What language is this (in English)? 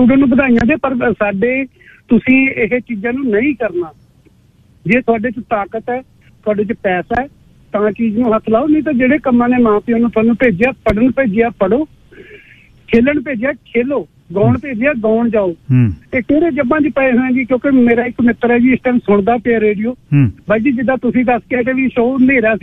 Punjabi